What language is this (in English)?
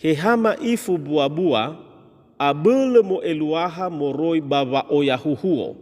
Nias